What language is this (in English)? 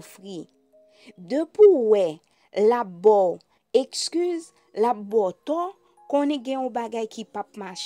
Haitian Creole